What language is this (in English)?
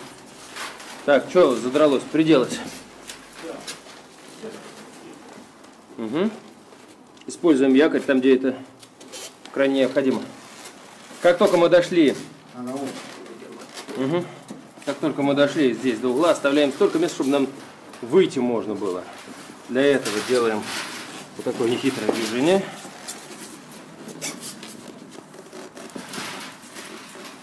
Russian